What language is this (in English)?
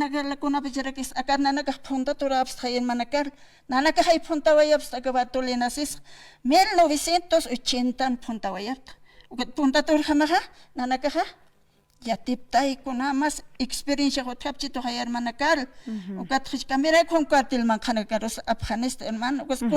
Aymara